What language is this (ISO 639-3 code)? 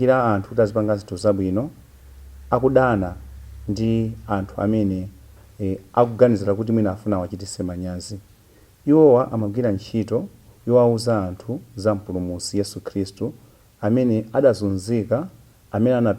nya